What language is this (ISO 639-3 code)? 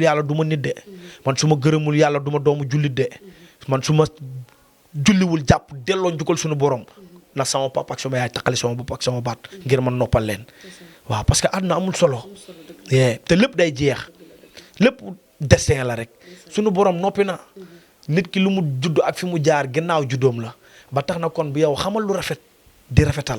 wol